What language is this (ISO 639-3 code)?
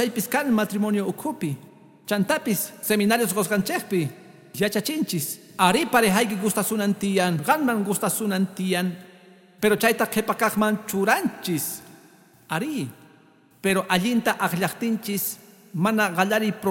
que